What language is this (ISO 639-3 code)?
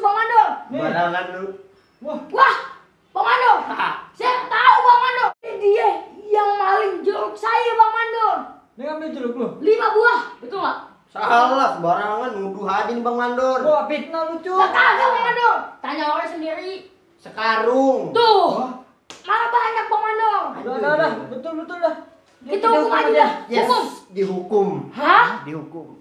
bew